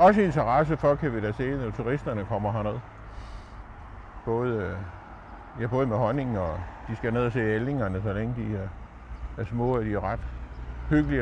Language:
Danish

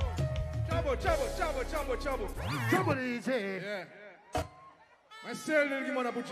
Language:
Seselwa Creole French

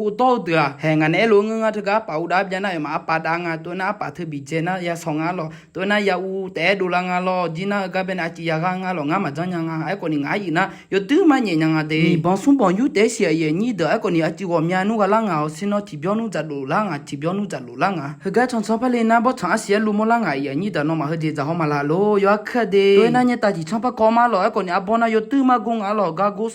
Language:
Akha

